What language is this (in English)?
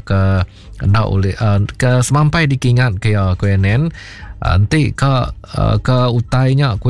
Iban